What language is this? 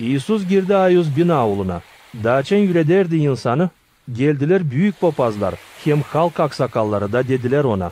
Gagauz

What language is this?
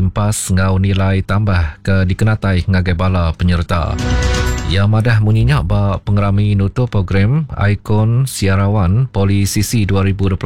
Iban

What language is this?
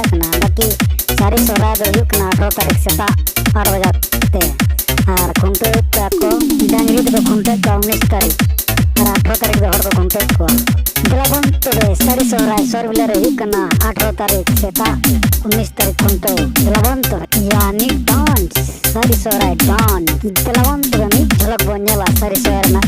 Santali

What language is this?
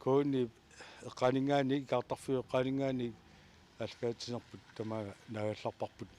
Kalaallisut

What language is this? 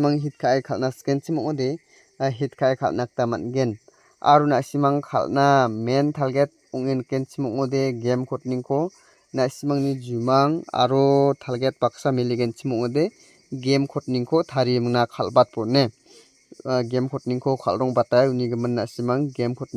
Garo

